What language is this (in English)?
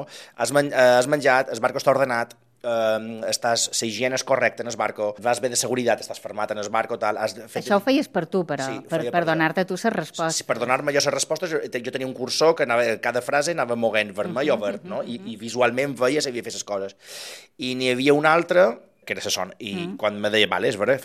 Catalan